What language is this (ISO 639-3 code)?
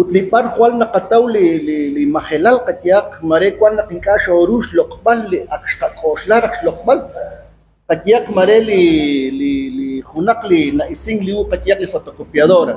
kek